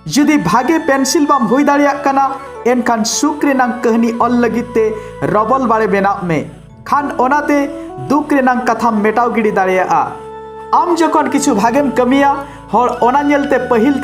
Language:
Santali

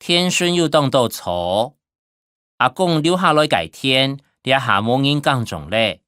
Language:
Hakka Chinese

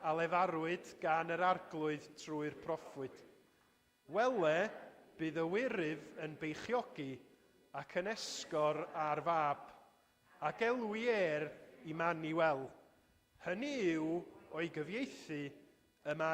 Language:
Welsh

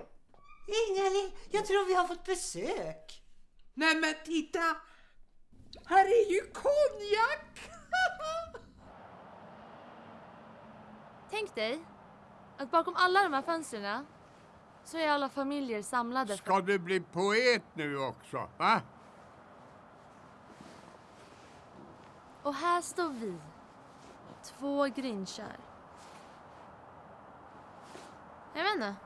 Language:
Swedish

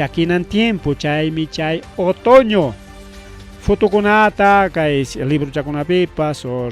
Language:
Ayacucho Quechua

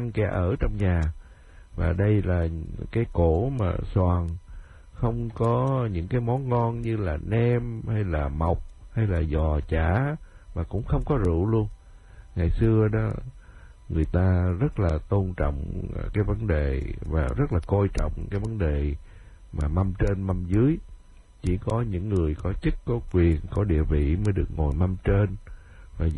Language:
Vietnamese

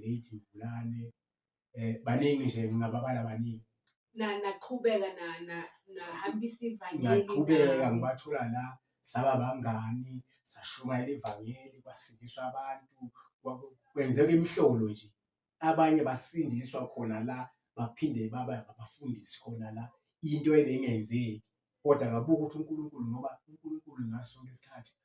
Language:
Zulu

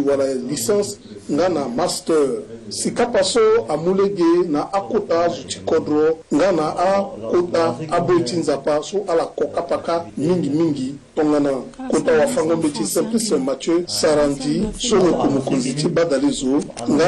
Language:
Sango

